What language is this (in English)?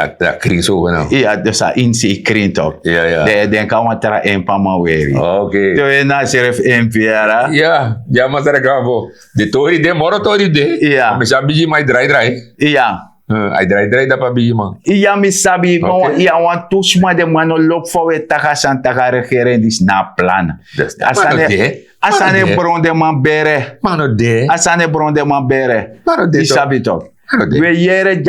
Sranan Tongo